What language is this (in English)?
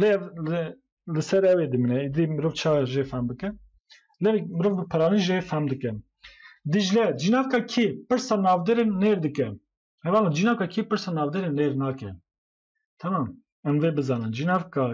Kurdish